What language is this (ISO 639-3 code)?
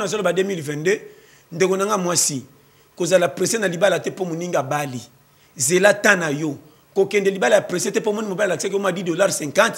lin